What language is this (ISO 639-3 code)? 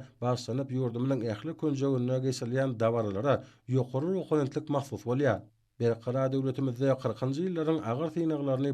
tuk